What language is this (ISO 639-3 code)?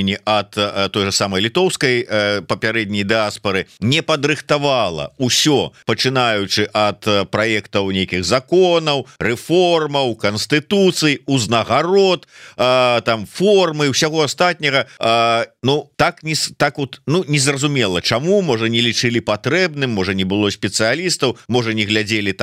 bel